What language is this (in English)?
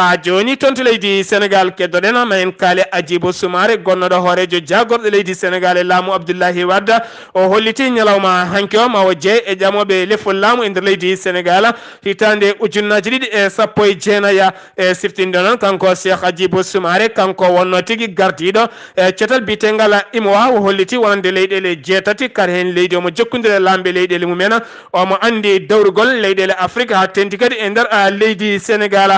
Fula